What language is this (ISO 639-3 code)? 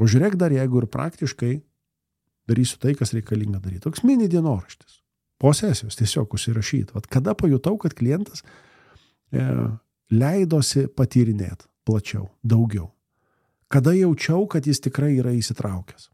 lit